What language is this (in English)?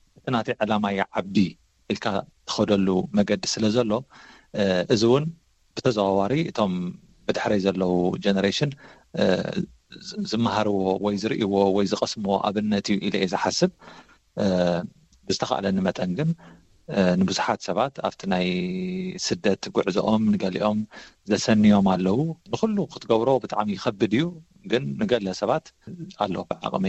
Tigrinya